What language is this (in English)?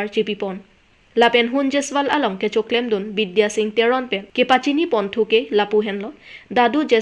Karbi